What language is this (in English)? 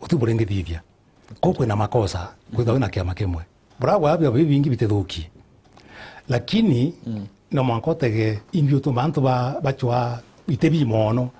Meru